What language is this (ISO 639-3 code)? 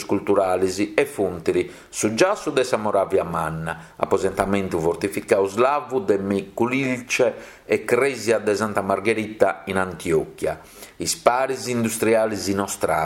srd